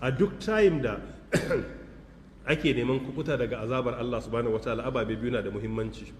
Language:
Hausa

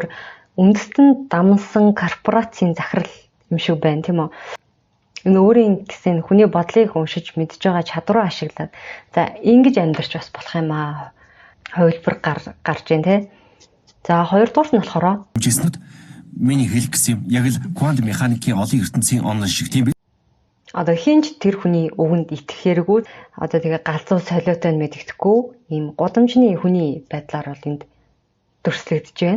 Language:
Mongolian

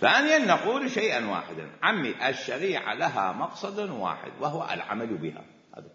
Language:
Mesopotamian Arabic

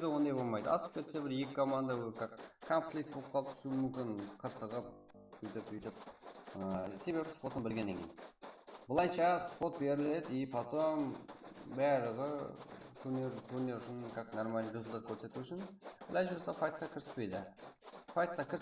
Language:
Kara-Kalpak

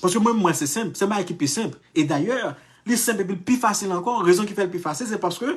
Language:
Haitian Creole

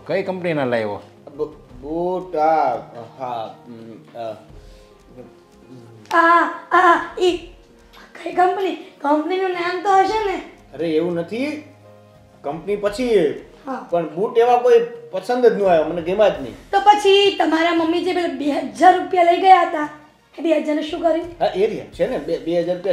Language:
Gujarati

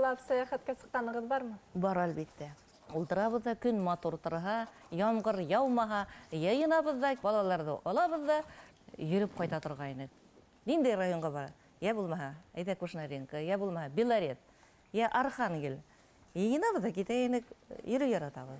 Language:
Bashkir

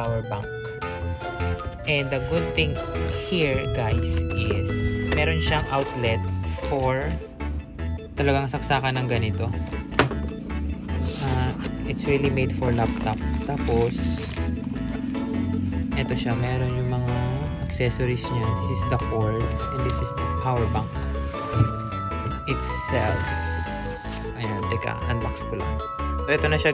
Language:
Filipino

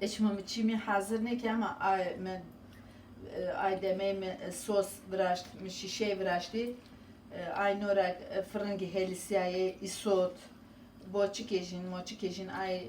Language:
Zaza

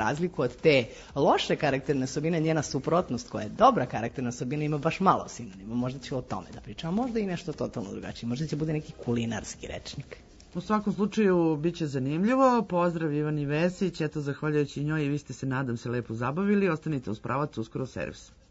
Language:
Serbian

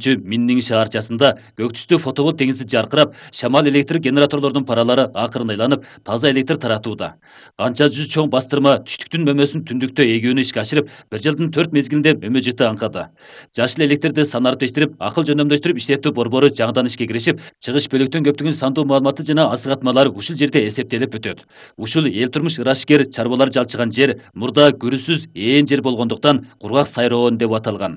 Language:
Kyrgyz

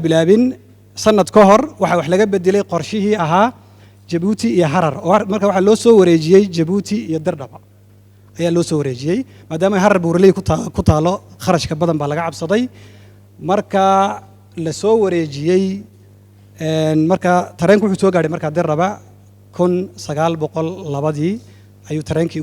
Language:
Somali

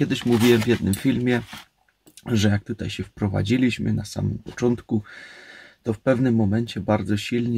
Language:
Polish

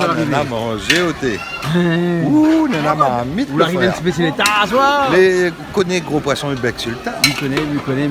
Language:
Réunion Creole French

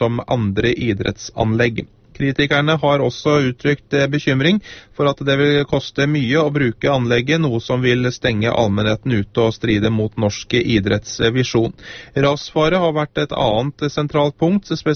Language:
Norwegian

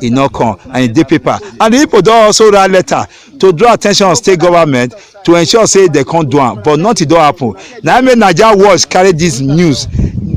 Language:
Nigerian Pidgin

